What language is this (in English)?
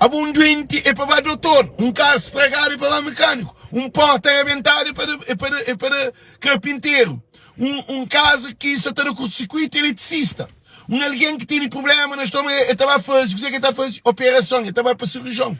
Kabuverdianu